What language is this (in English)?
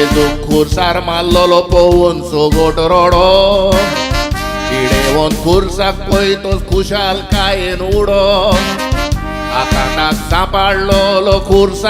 Konkani